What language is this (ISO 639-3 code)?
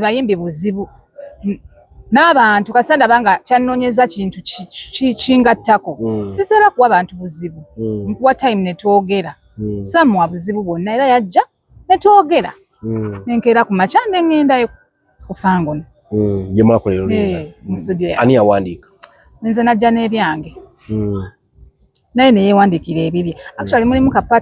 lug